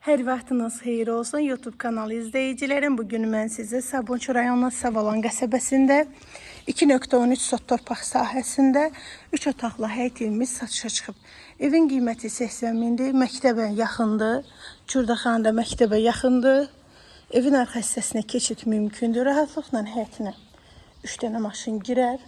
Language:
Azerbaijani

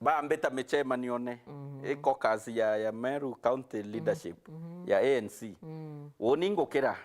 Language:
Meru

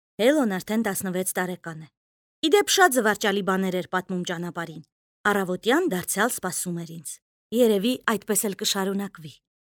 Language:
Armenian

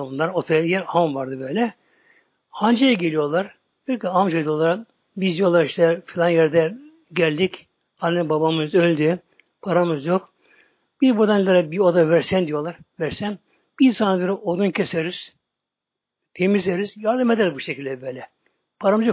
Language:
Turkish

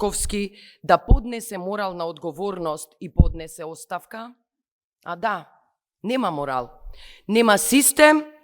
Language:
Macedonian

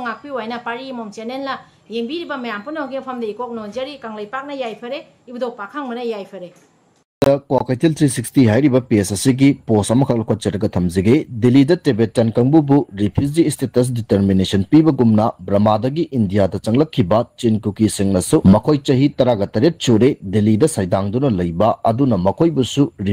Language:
Manipuri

